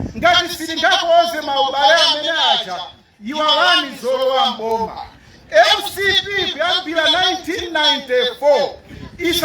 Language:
Nyanja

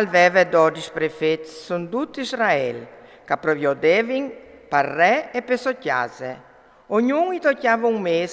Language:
Friulian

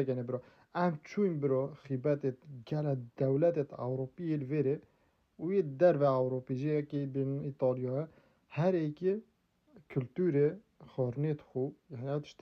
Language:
Kurdish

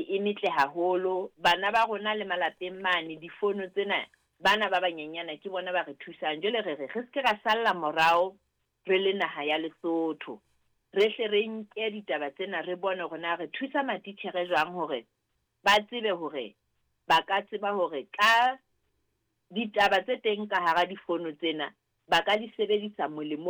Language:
Southern Sotho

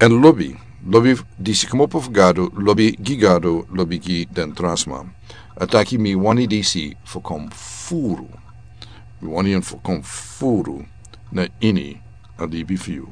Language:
Sranan Tongo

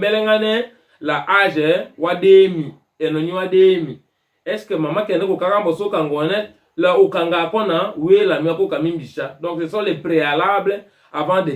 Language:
Tetela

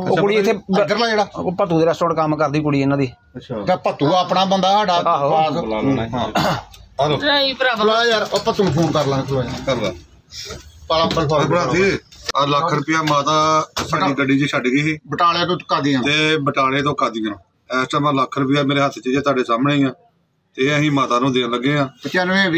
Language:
Punjabi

